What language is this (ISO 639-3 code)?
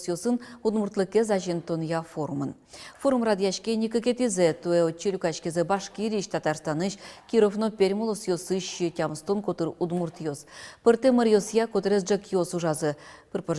udm